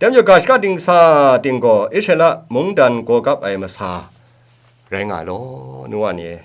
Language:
Kachin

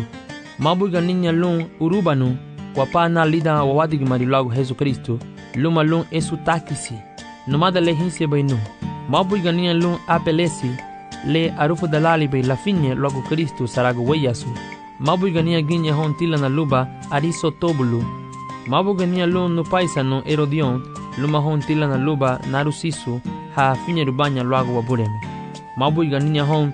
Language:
Garifuna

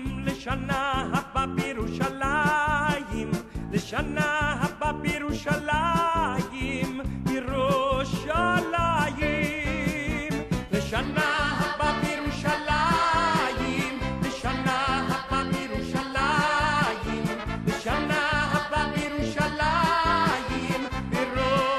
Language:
Hebrew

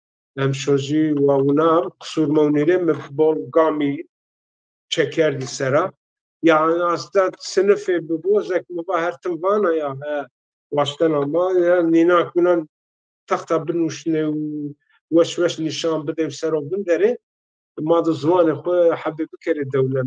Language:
Zaza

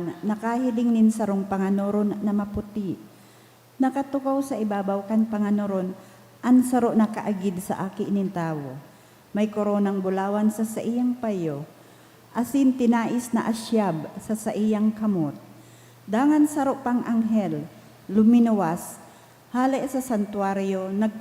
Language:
Bikol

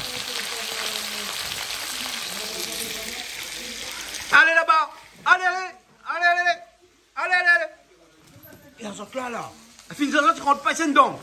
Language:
Réunion Creole French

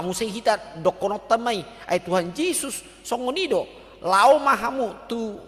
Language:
Batak Toba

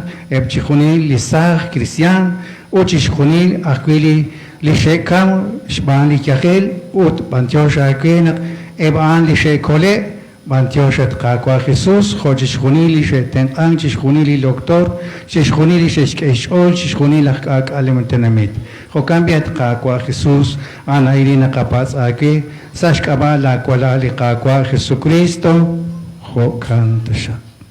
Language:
Kekchí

